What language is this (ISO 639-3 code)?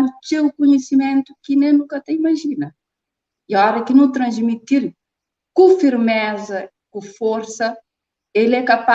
kea